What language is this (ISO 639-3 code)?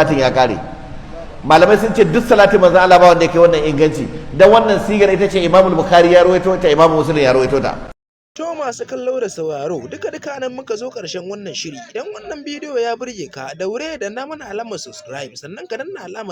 hau